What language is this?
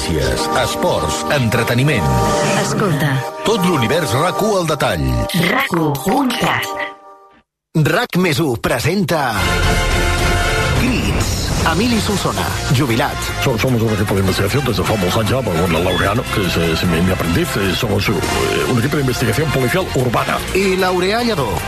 Catalan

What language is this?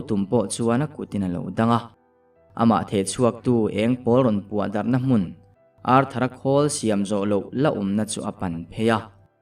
Mizo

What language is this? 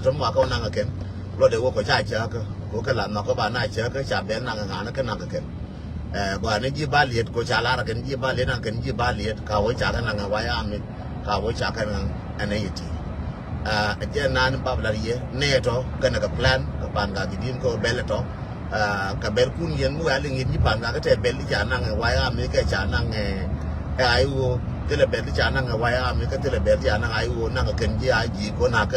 Nuer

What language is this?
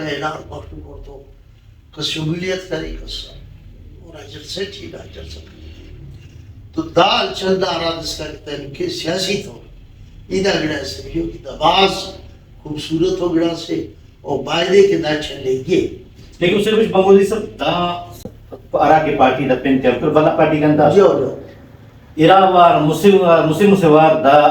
Brahui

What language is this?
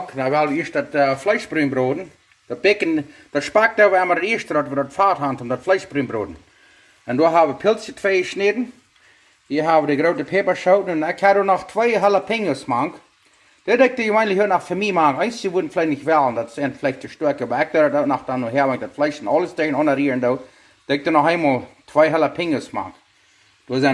Plautdietsch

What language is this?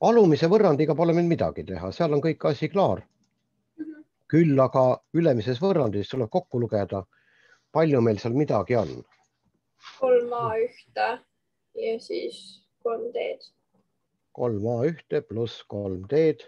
Estonian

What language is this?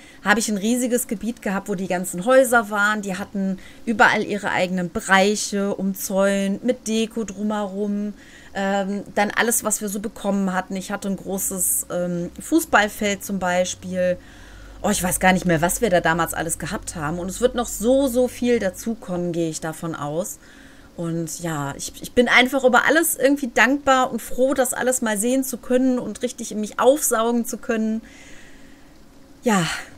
German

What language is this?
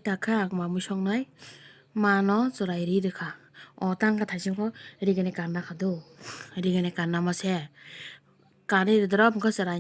Kok Borok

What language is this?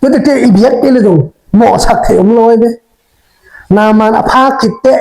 Tedim Chin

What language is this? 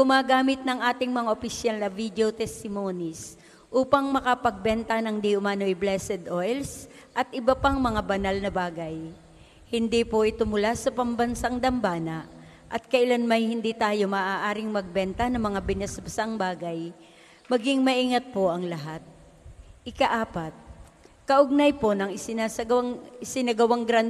Filipino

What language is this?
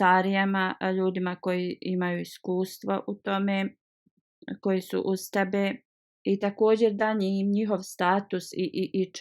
Bosnian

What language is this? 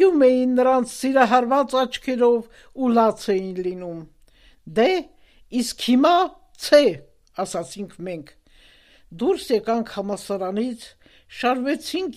Armenian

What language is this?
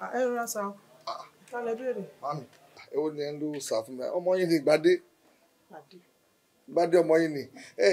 Yoruba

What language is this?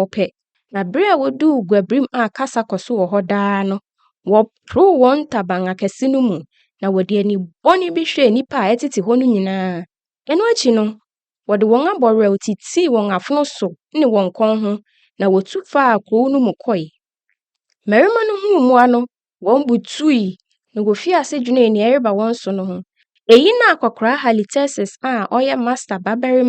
Akan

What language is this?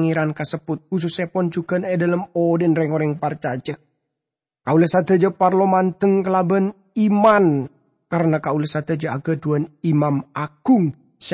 Madurese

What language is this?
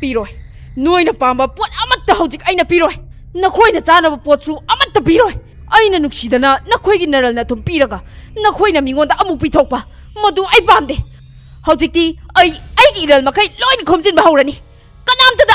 Manipuri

